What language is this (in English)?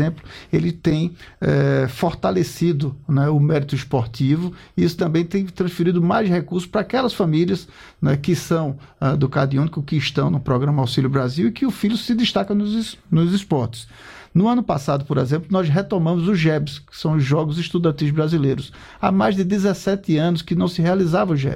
Portuguese